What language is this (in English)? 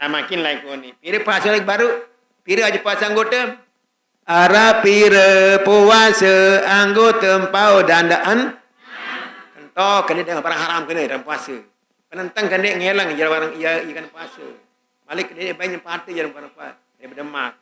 Sasak